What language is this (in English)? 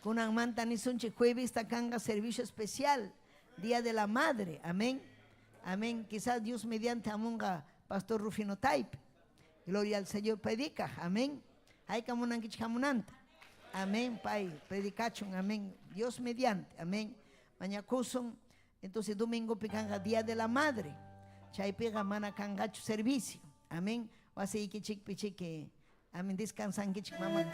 Ayacucho Quechua